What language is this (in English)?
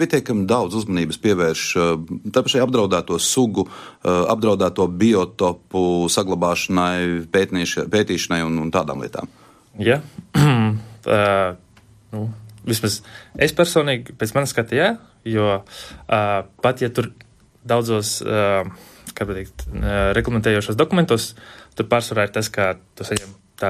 Latvian